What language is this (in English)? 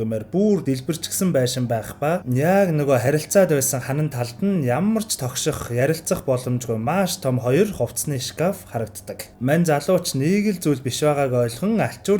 Mongolian